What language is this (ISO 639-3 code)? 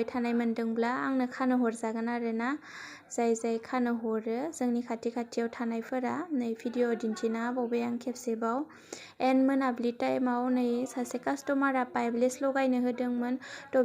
brx